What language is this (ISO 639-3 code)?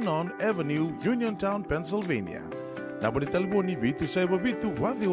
fij